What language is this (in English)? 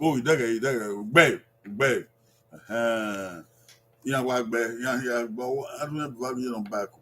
Bini